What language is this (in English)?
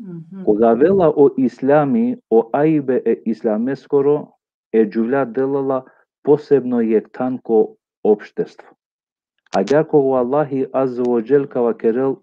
Balkan Romani